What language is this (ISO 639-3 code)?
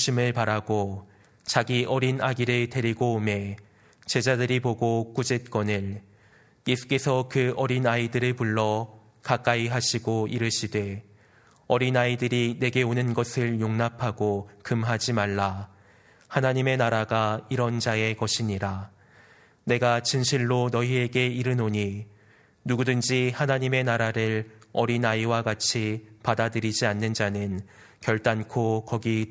kor